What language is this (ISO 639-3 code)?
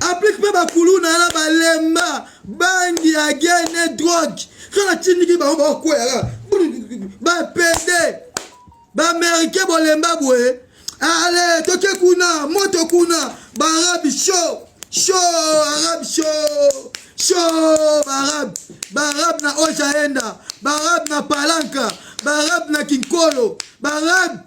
lin